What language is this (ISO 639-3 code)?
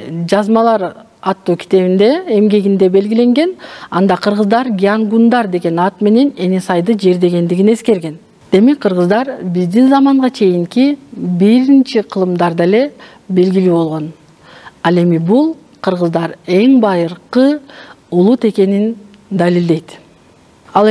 kir